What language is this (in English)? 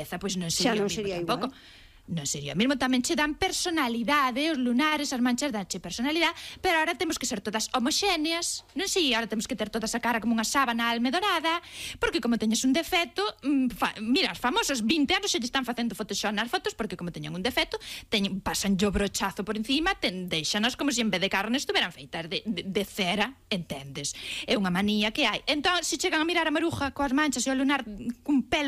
Galician